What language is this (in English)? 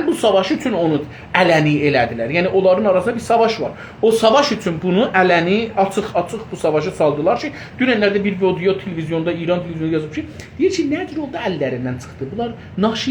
South Azerbaijani